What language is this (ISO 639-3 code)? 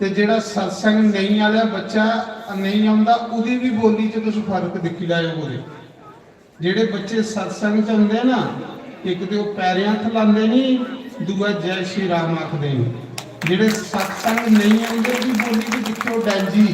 doi